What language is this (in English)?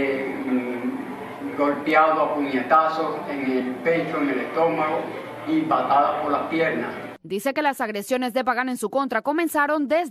Spanish